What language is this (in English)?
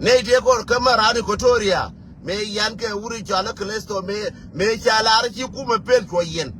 Nuer